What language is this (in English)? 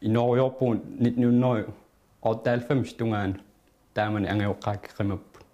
Kalaallisut